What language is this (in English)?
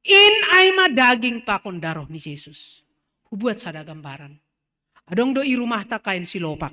Batak Simalungun